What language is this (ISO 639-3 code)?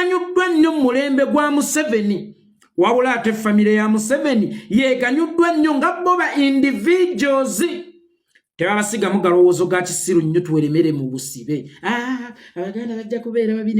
lug